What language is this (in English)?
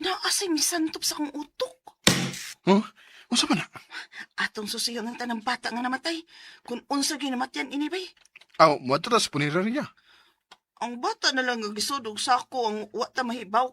Cebuano